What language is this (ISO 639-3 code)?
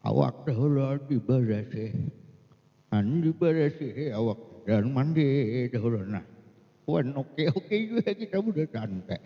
bjn